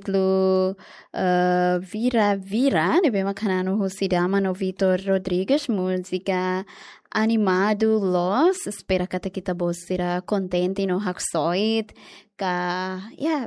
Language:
Tetum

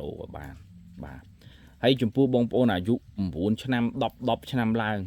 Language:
Khmer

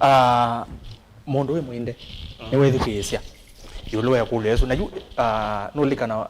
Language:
Kamba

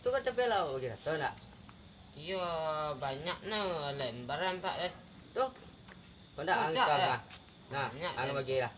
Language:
Minangkabau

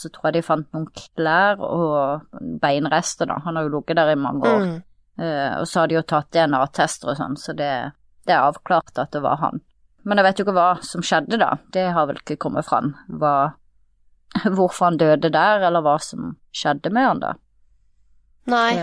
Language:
Norwegian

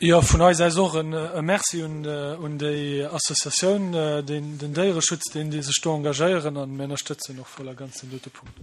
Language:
Luxembourgish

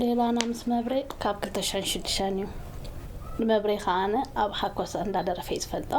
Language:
Tigrinya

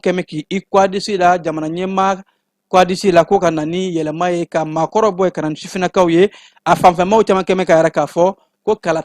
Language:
Bambara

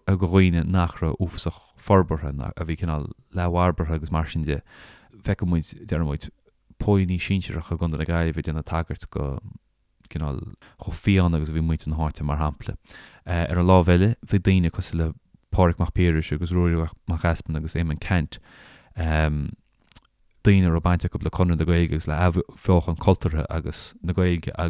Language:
Irish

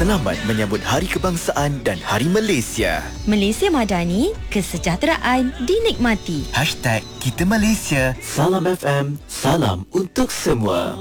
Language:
Malay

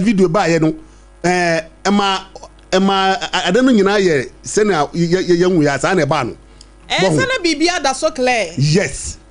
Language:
Akan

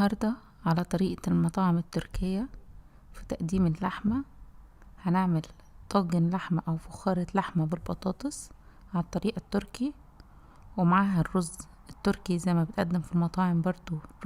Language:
Egyptian Arabic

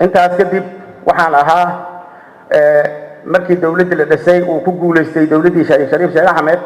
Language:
Somali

